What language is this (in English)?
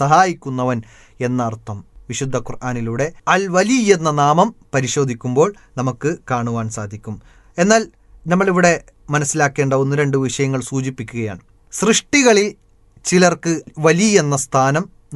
Malayalam